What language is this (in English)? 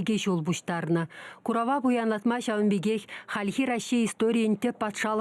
Chuvash